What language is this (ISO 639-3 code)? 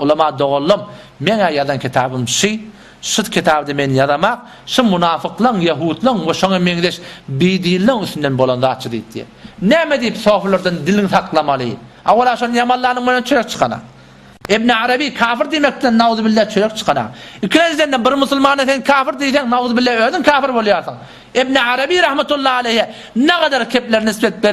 tuk